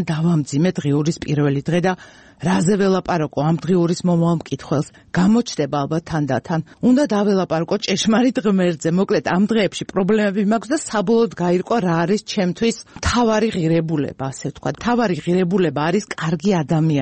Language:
Georgian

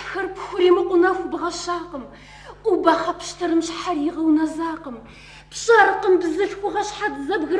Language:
Kabardian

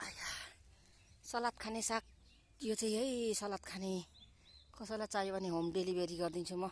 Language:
Nepali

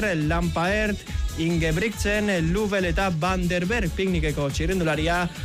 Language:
Basque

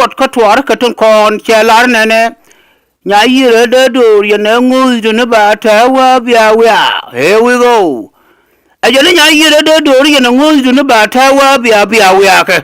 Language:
Nuer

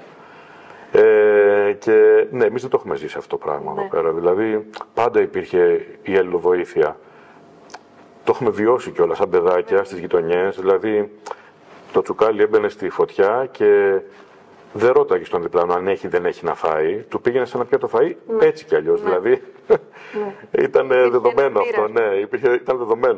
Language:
Greek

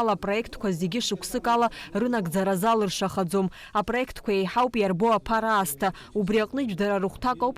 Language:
Abkhazian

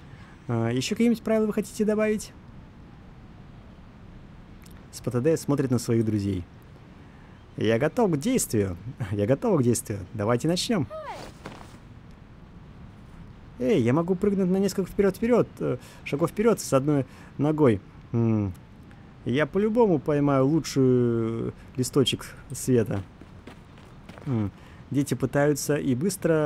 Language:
Russian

